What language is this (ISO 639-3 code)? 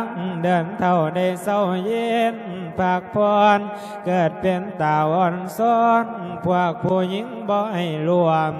lao